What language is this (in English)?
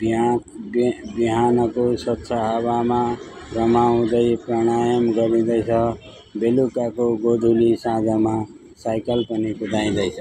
Nepali